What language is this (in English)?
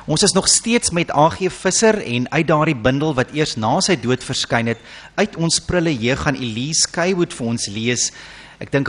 Afrikaans